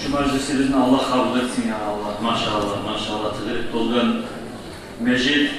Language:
Kumyk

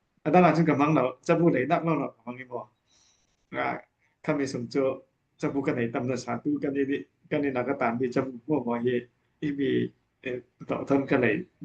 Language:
Falam Chin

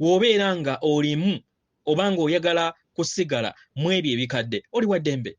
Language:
Ganda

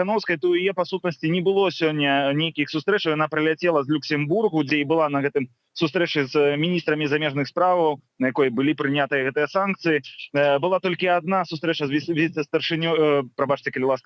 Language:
Belarusian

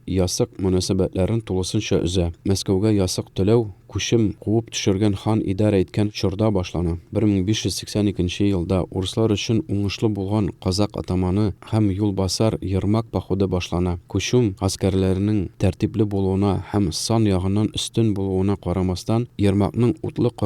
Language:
Tatar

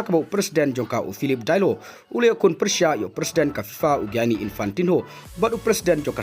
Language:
Khasi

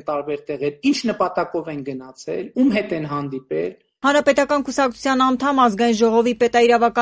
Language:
Armenian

